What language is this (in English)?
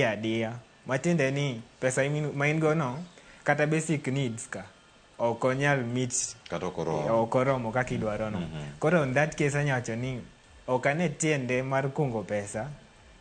Luo (Kenya and Tanzania)